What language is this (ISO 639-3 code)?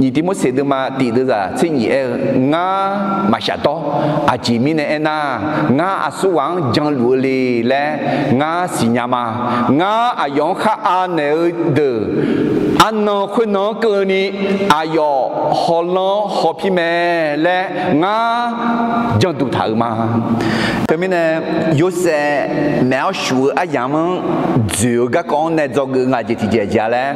ahk